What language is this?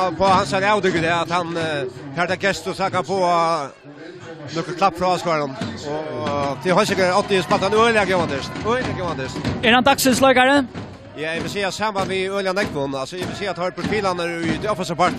Faroese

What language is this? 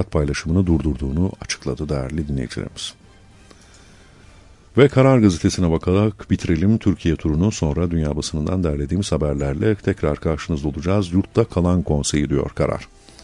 Turkish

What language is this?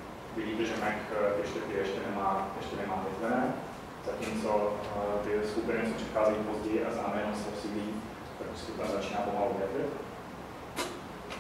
Czech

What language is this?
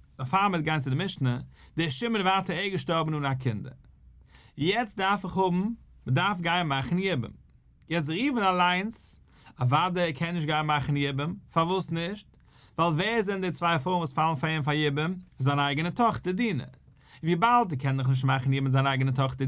Yiddish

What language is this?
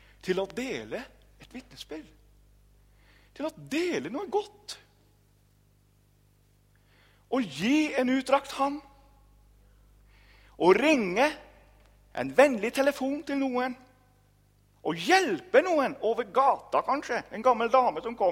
Norwegian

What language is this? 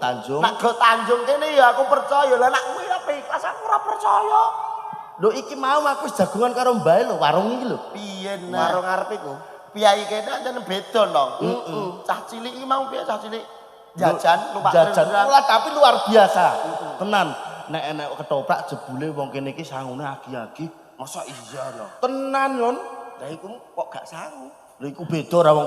Javanese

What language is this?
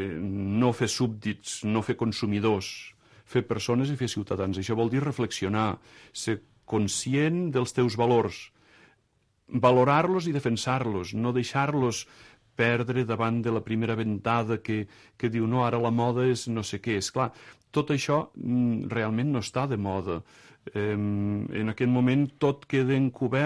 Catalan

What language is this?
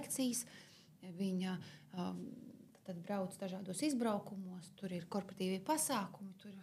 Latvian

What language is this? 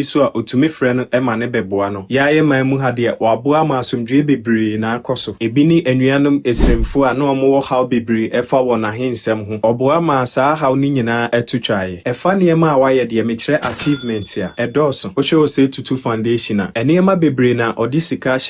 Akan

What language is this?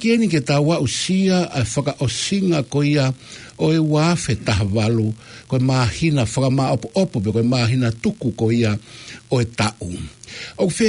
Tongan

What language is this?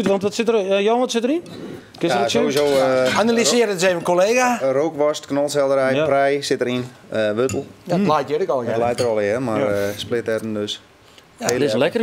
Western Frisian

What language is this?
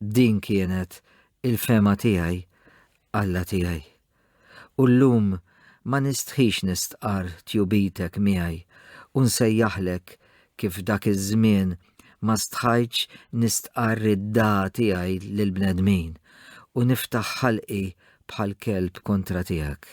Maltese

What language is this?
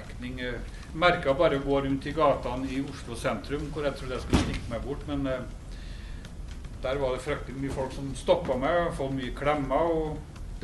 Norwegian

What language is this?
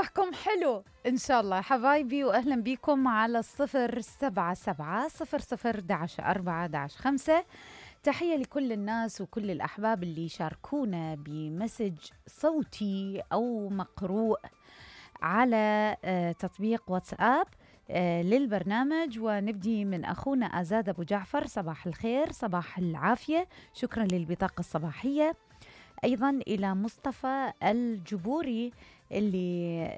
Mesopotamian Arabic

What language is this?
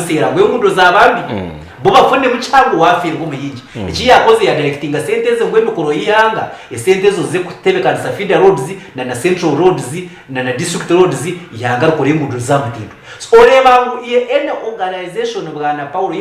Nyankole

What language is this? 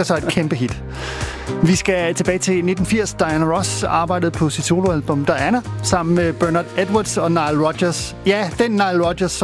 Danish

